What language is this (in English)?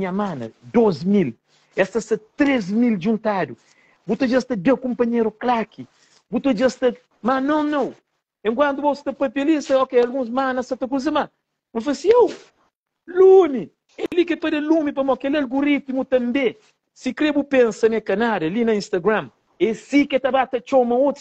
Kabuverdianu